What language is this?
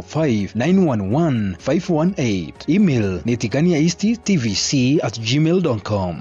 Meru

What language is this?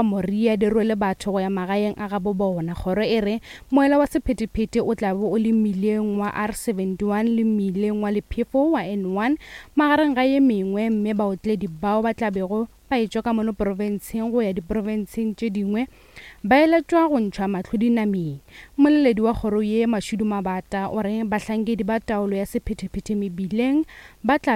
Northern Sotho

